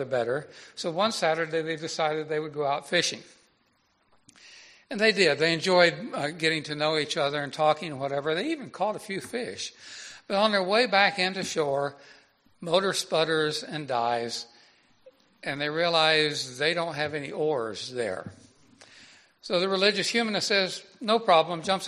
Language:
English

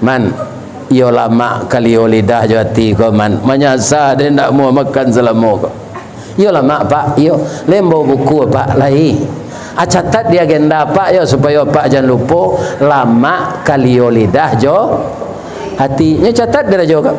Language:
Minangkabau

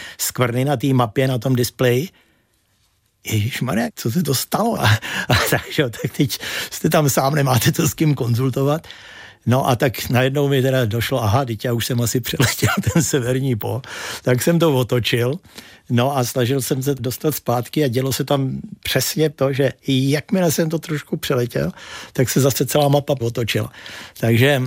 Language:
Czech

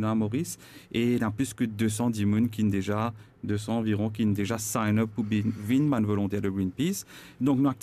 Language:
Morisyen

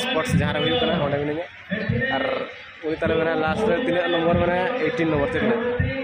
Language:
Santali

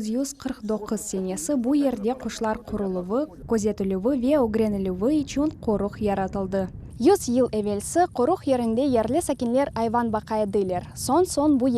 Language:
Crimean Tatar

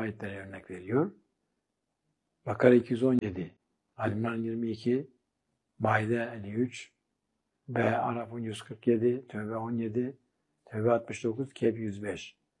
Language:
Turkish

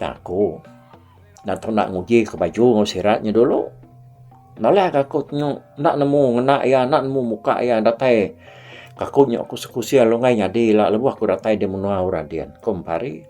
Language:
Iban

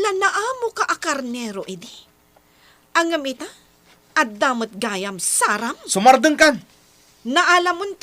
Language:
Iloko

